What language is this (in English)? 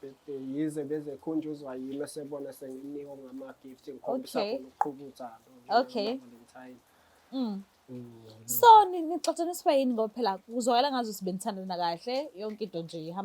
Zulu